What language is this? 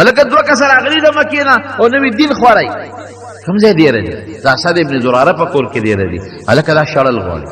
Pashto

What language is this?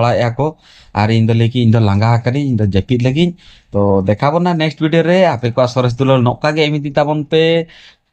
Santali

